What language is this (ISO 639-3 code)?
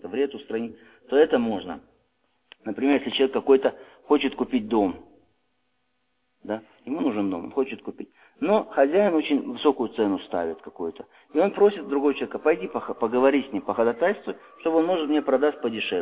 rus